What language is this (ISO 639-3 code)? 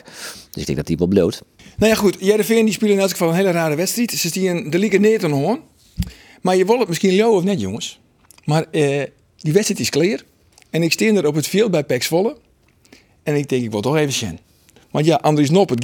fry